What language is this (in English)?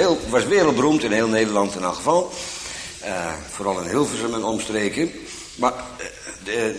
Dutch